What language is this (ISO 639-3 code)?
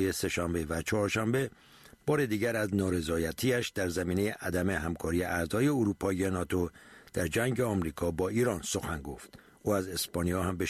fas